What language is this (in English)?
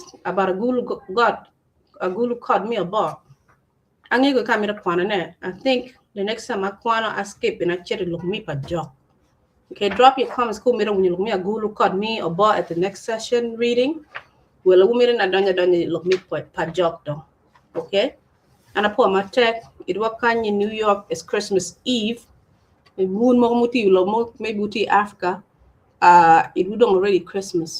Acoli